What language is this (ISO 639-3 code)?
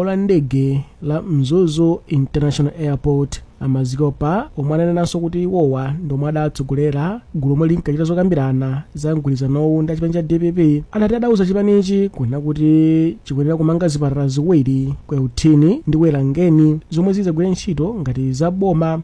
nya